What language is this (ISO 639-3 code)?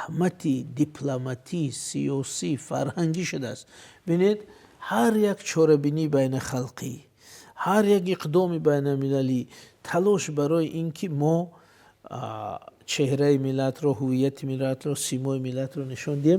tgk